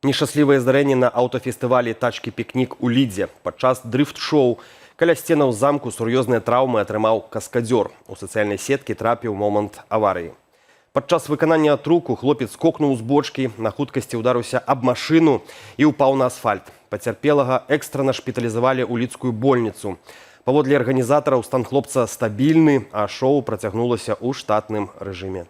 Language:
Belarusian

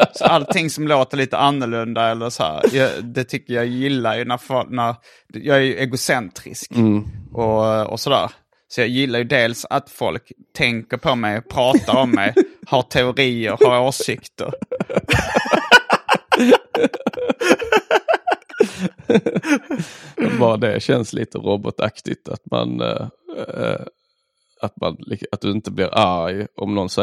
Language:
Swedish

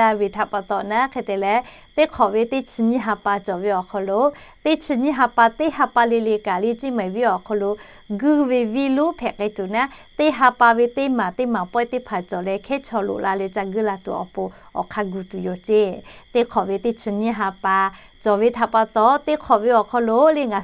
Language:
Lahu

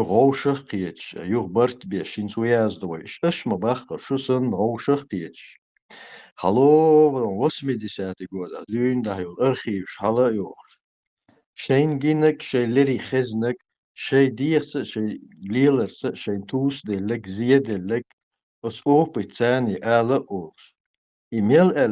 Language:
Chechen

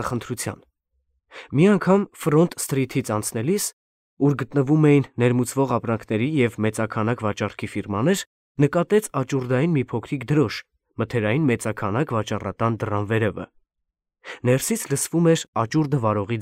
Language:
Armenian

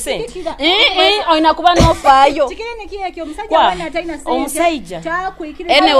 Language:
Nyoro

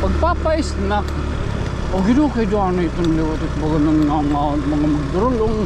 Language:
Waray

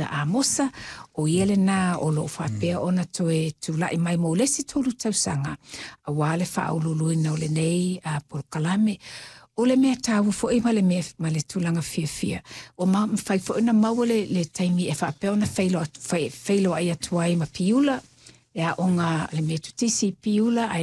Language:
Samoan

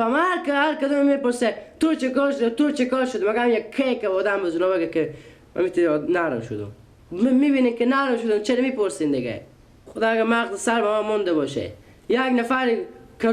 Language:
Persian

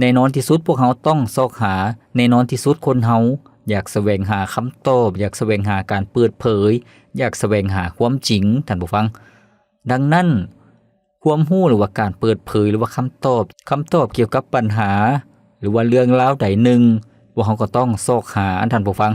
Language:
Lao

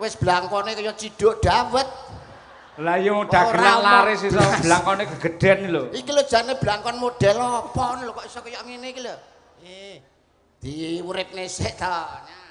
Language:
Javanese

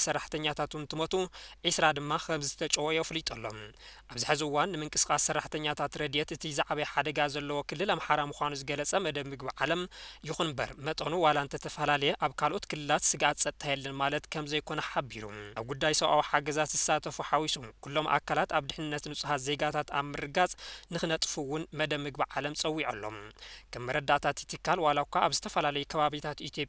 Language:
Tigrinya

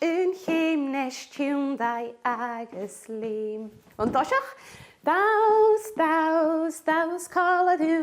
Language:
Scottish Gaelic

